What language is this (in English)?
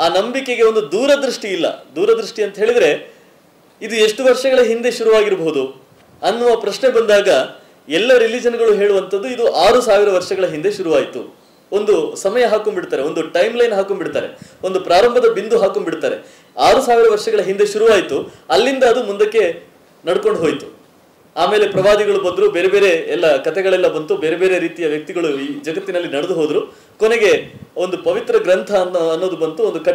Kannada